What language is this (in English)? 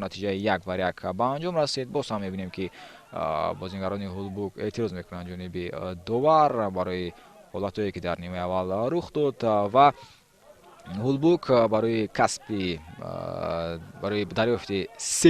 Tajik